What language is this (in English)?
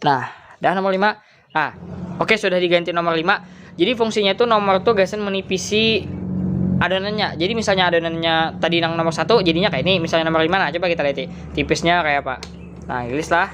Banjar